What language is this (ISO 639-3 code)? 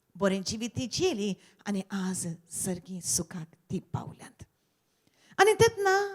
kok